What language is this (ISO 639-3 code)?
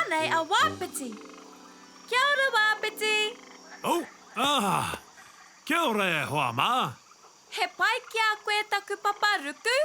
mri